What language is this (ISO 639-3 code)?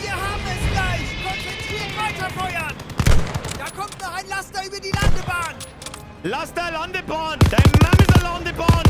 bar